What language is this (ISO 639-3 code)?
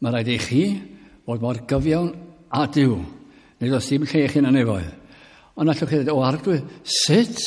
cym